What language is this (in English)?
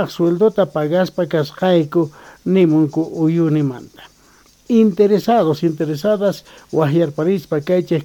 South Bolivian Quechua